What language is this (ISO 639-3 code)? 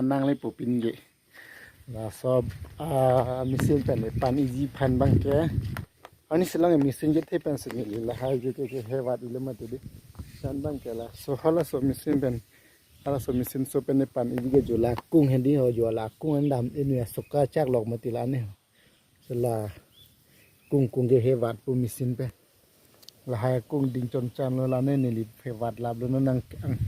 mjw